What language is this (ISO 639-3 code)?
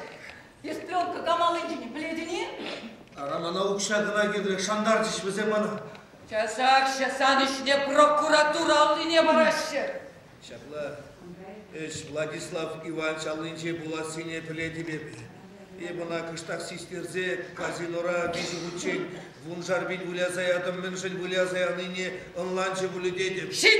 chv